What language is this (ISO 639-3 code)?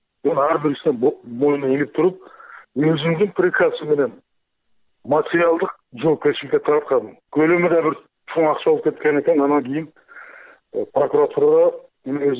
kir